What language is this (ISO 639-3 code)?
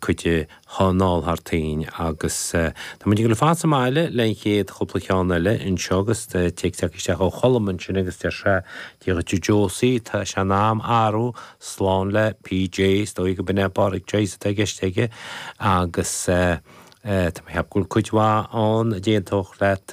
gle